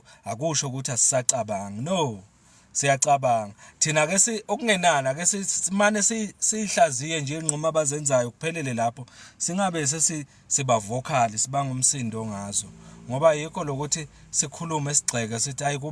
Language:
Zulu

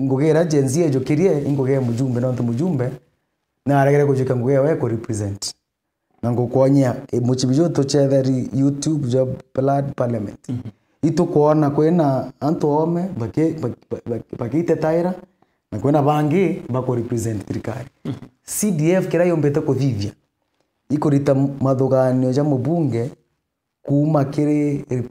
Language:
Meru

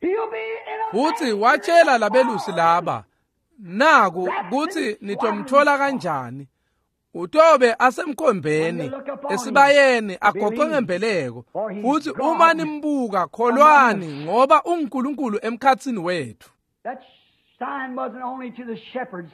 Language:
Swati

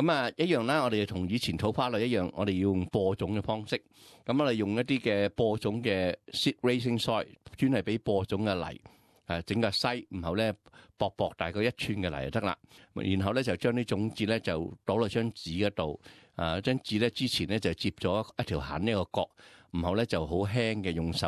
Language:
Cantonese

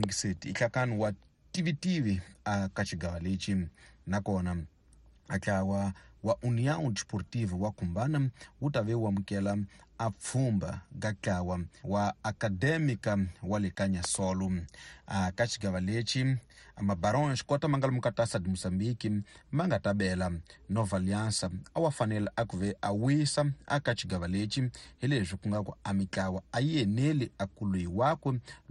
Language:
Tsonga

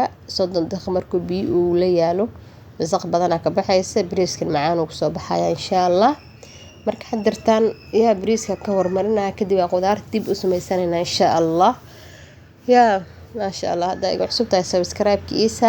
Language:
Somali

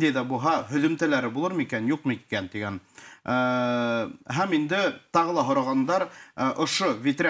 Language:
Bashkir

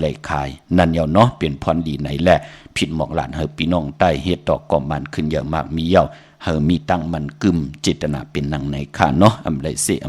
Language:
Shan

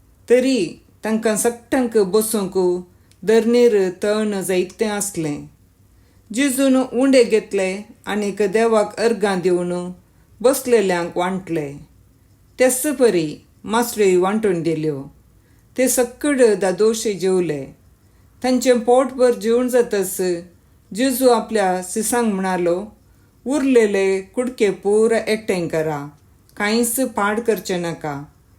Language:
Konkani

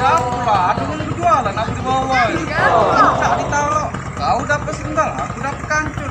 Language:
Musi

